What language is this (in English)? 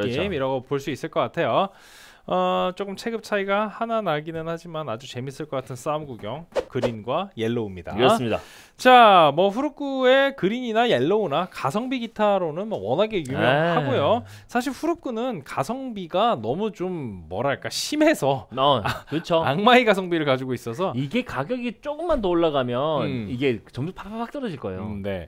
Korean